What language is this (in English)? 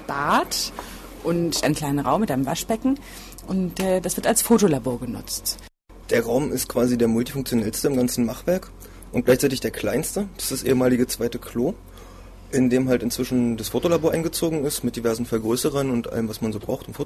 German